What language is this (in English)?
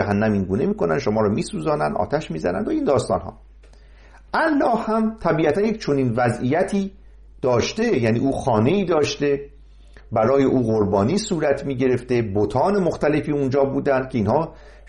Persian